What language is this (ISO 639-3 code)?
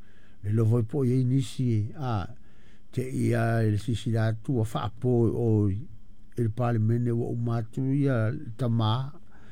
smo